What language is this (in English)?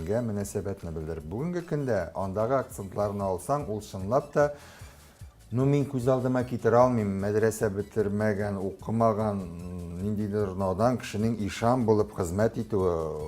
Tatar